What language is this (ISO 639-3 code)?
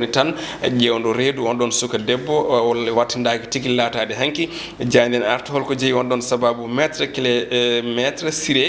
ful